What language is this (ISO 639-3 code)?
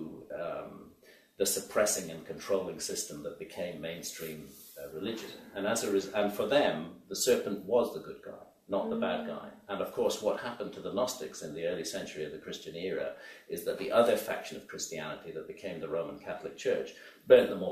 eng